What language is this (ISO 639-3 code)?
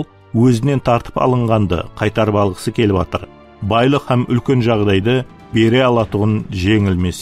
kaa